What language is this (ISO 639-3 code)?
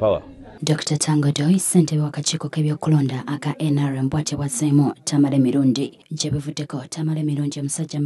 lug